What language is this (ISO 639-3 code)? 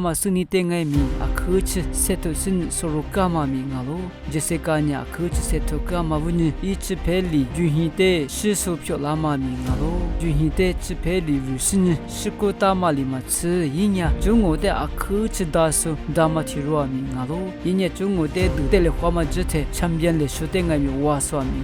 lis